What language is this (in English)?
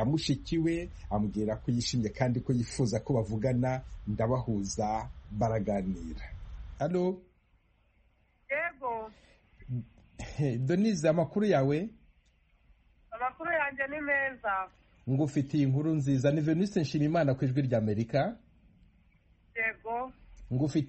Kinyarwanda